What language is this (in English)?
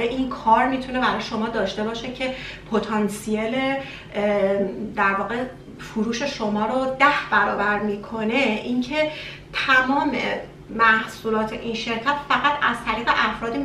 Persian